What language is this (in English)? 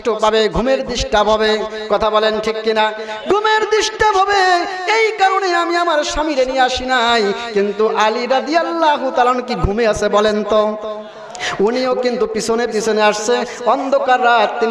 Bangla